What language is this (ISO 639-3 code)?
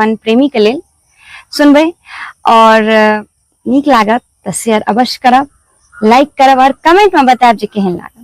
mai